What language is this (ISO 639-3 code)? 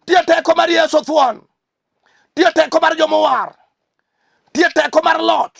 luo